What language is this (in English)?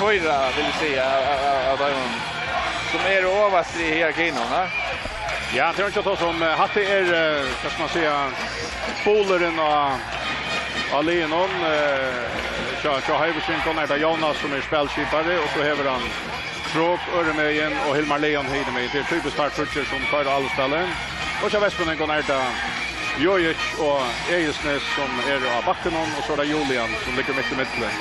Faroese